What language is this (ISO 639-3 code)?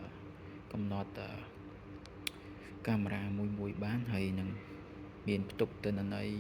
khm